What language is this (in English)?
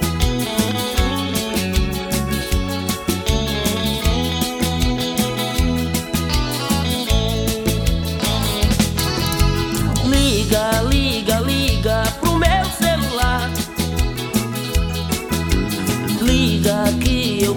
Portuguese